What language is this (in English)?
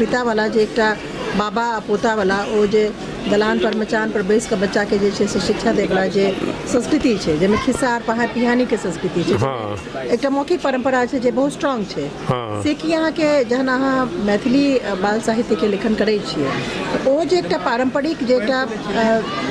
Maithili